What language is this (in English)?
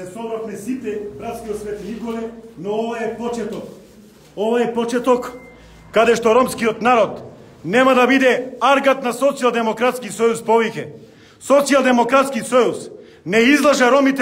Macedonian